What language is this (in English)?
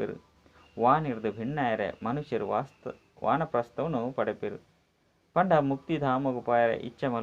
Tulu